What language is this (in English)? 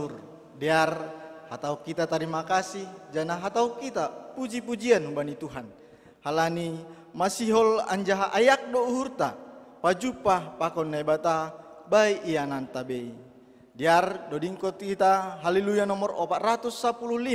Batak Simalungun